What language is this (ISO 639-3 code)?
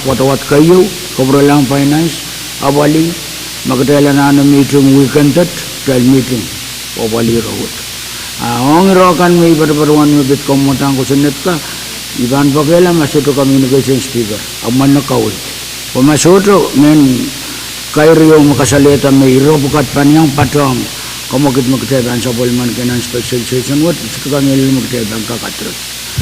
pon